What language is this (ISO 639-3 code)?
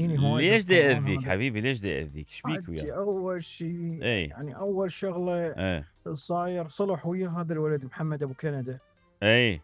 acm